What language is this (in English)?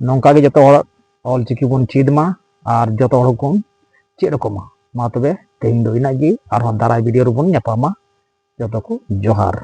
Santali